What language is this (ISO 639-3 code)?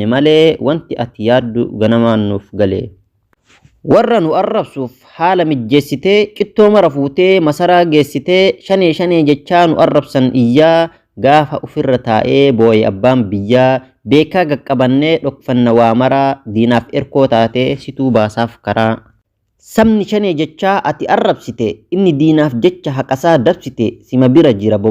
orm